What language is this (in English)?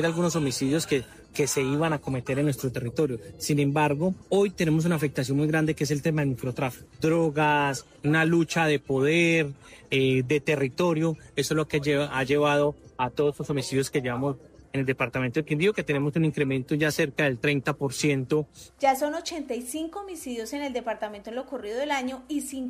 Spanish